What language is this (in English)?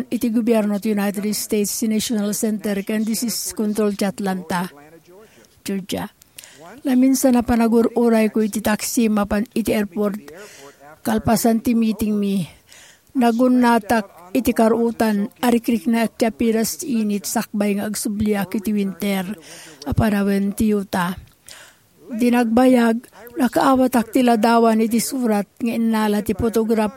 Iloko